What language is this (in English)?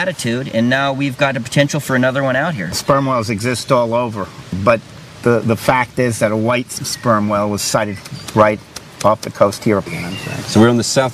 English